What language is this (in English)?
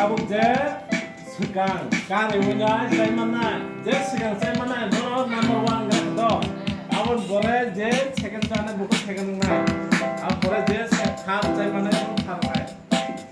Kok Borok